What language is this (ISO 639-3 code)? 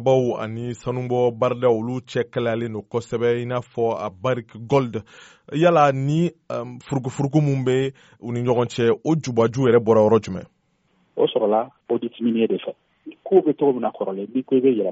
bam